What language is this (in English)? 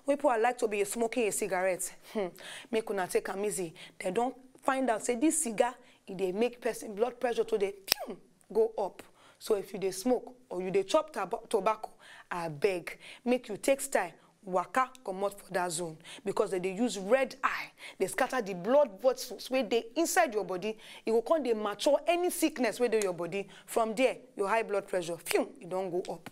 Nigerian Pidgin